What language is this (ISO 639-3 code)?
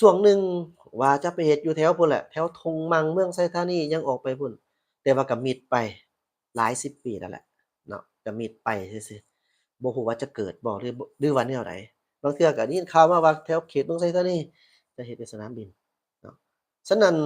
lao